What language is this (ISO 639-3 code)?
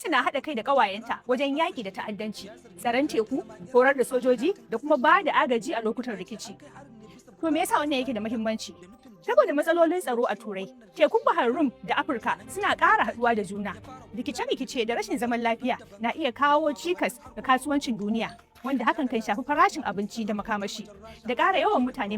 hau